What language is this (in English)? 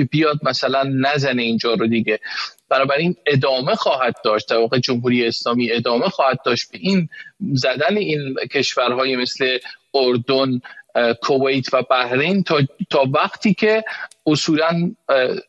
Persian